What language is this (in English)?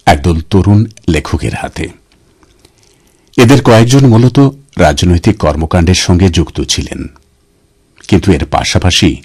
Bangla